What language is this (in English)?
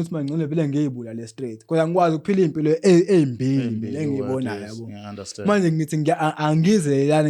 Zulu